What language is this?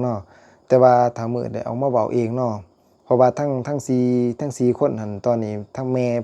Lao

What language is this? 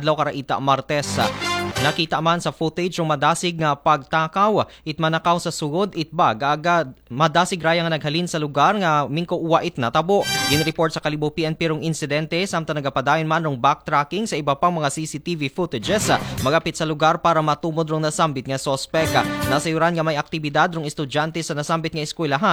Aklanon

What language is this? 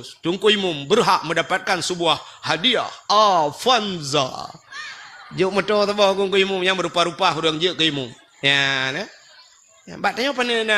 Achinese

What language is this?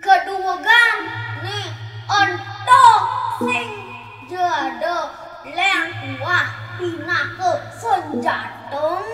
Balinese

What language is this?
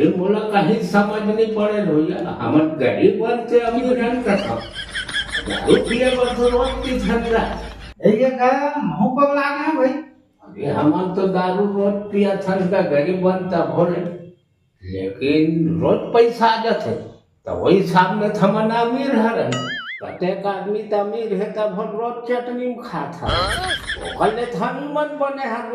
Chhattisgarhi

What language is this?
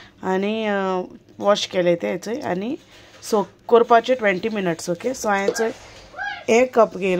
Konkani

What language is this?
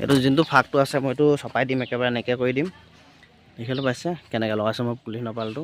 Assamese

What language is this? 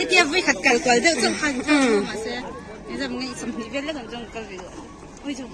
Mizo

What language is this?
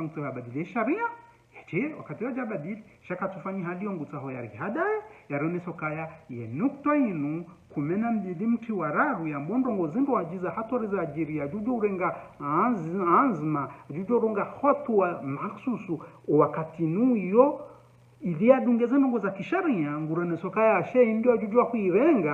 Ngazidja Comorian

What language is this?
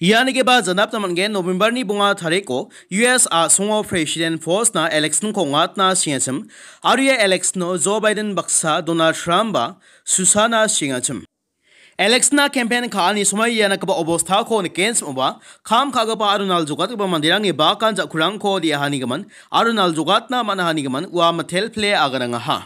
Garo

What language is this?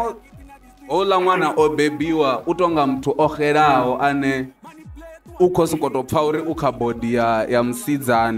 Venda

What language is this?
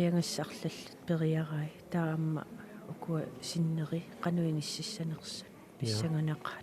Kalaallisut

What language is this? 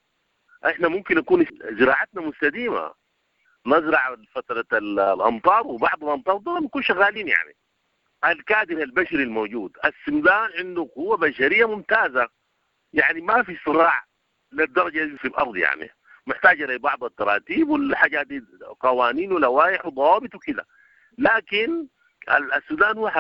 Sudanese Arabic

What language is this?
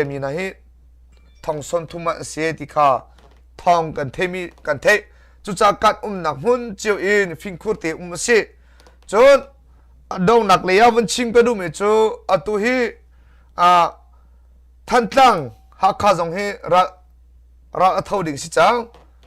Hakha Chin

